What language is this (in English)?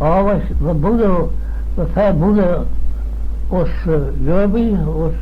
Manx